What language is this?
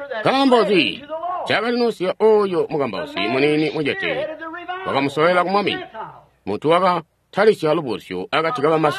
Tonga (Zambia)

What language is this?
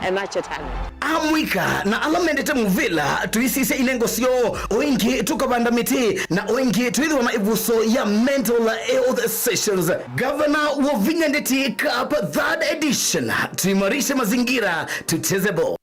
Kamba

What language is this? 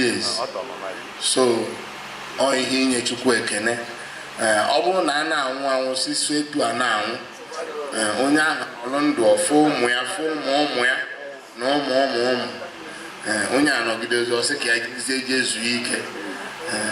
Igbo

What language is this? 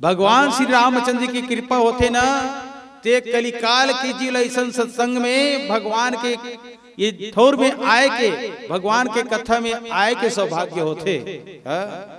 Chhattisgarhi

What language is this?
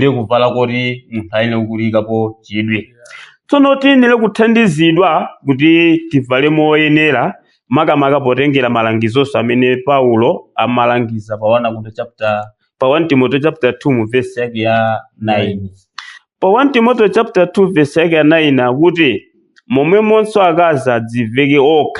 Nyanja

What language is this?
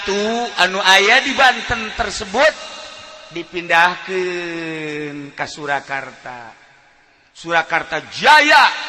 Sundanese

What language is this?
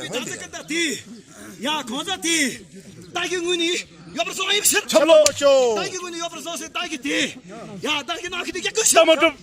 Tibetan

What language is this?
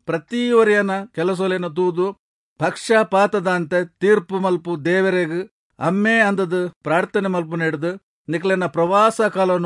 Tulu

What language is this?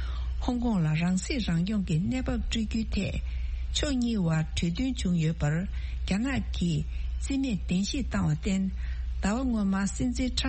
Tibetan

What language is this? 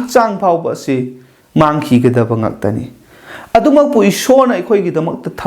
Manipuri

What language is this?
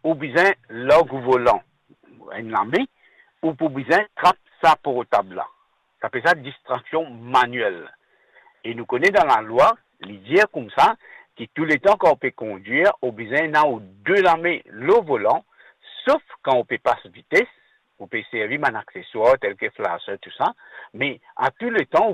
Morisyen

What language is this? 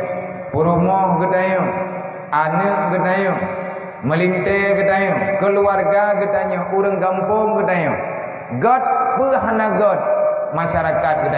Achinese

